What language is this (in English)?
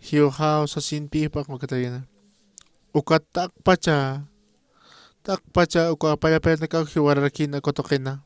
Aymara